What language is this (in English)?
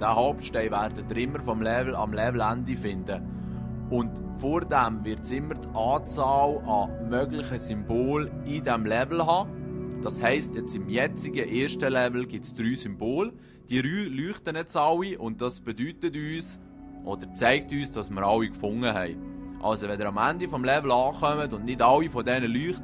Swiss German